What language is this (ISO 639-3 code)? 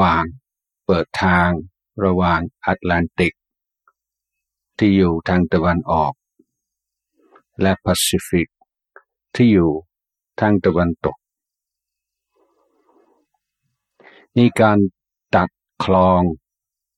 tha